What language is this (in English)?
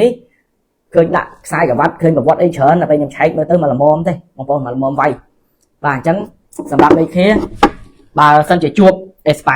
Khmer